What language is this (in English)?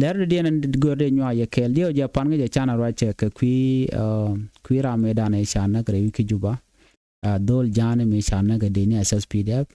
Nuer